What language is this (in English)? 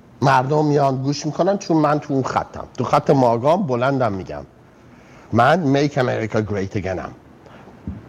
Persian